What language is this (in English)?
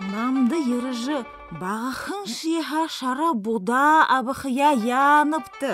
Buriat